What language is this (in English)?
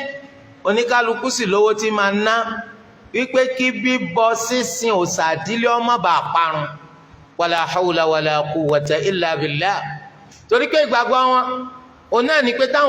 Yoruba